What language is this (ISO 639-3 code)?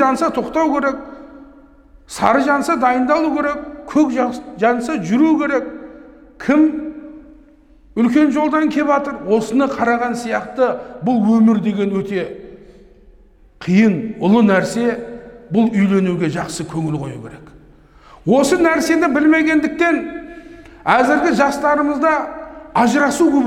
kaz